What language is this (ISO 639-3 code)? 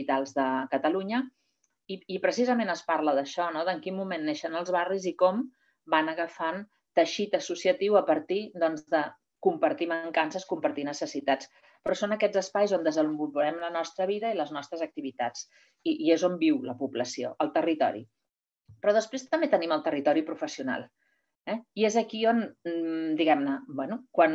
cat